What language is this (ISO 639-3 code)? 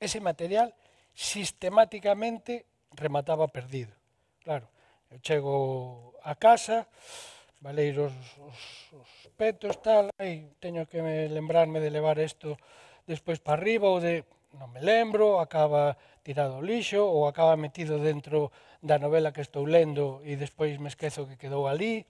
glg